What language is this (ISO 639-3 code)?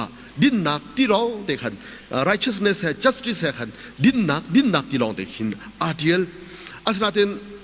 cnh